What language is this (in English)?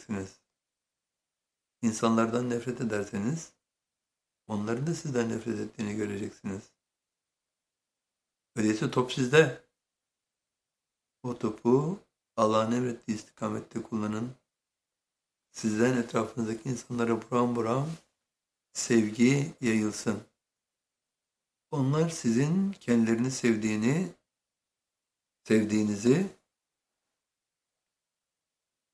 Turkish